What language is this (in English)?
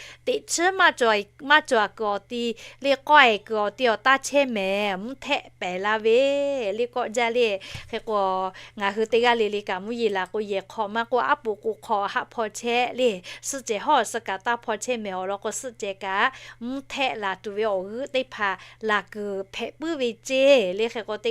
Lahu